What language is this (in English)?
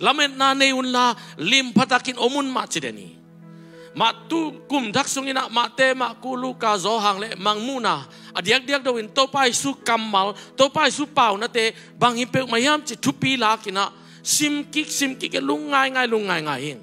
Tedim Chin